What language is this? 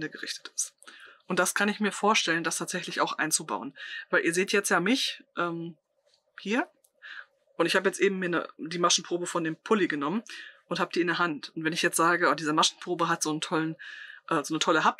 German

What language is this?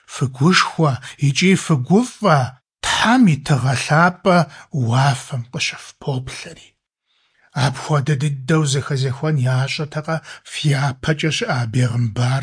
Kabardian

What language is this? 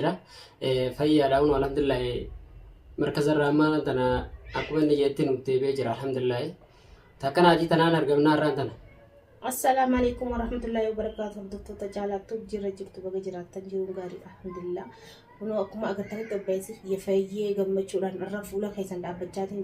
Oromo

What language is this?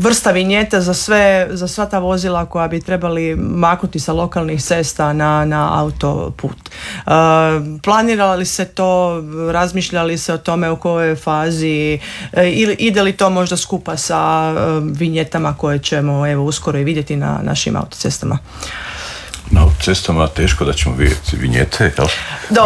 Croatian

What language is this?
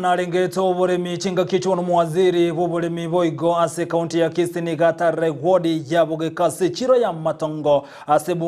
Gusii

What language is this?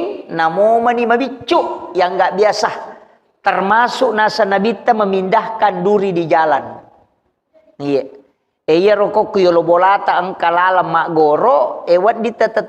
Buginese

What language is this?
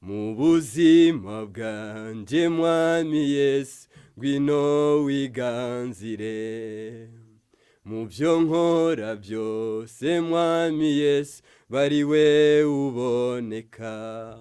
Rundi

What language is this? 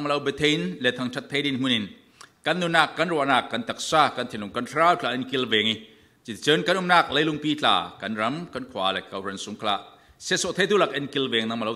Falam Chin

